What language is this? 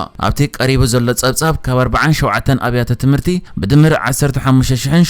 Tigrinya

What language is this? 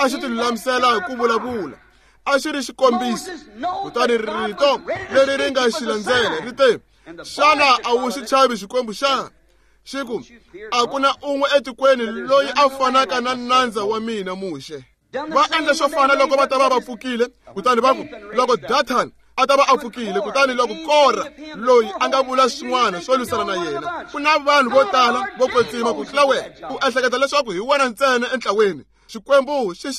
Tsonga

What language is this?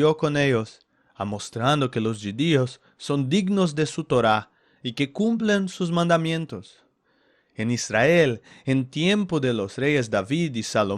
Ladino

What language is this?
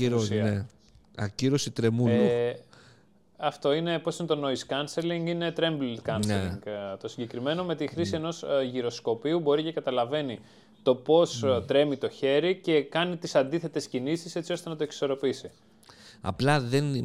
Greek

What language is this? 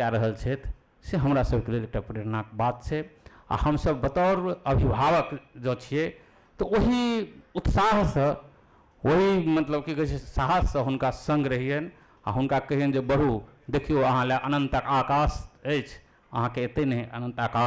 Maithili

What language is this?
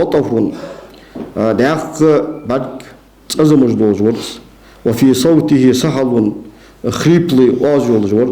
Ingush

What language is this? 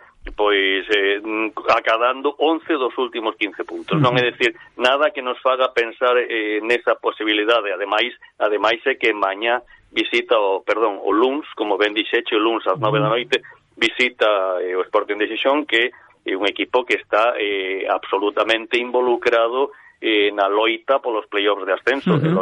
Galician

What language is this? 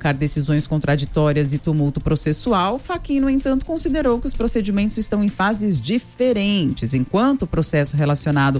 Portuguese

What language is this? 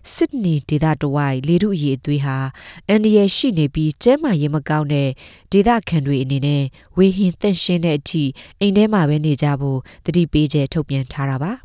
Burmese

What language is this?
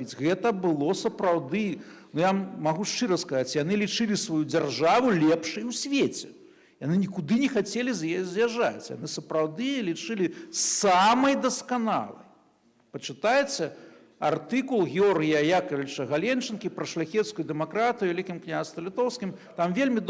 Belarusian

